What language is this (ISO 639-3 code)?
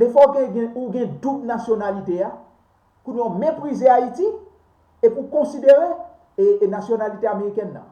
hat